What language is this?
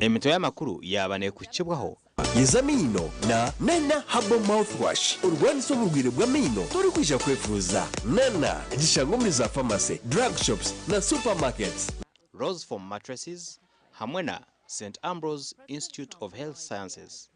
Nyankole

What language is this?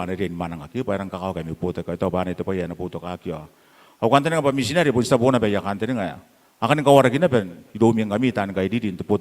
Gilbertese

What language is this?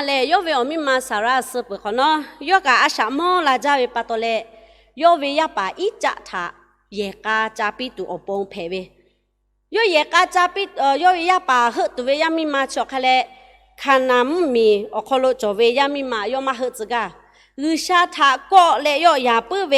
Lahu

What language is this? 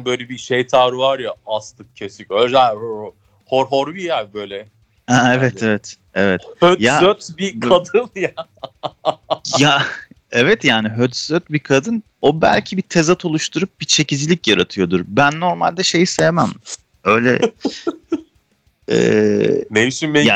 Turkish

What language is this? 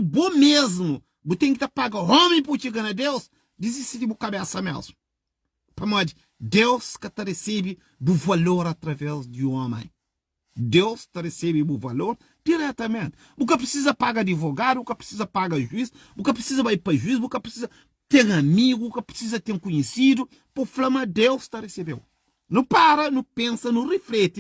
Kabuverdianu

